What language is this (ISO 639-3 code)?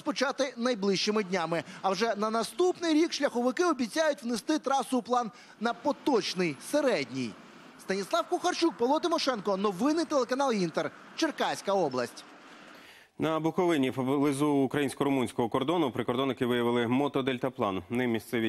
ukr